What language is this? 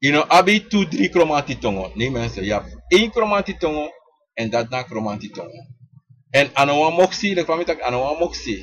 Sranan Tongo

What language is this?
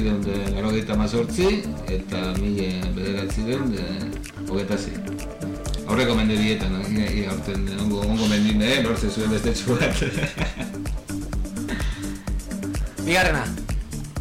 Basque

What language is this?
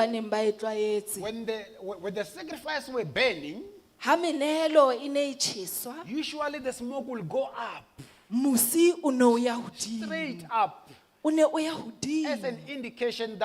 Southern Sotho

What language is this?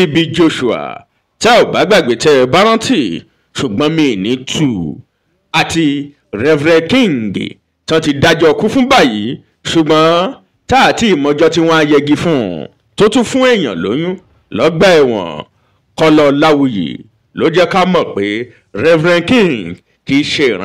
Yoruba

